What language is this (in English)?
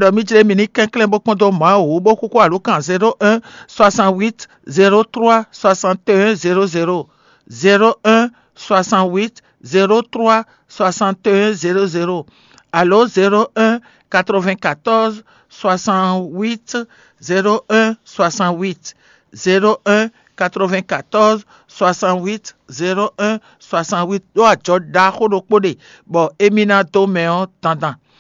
Fon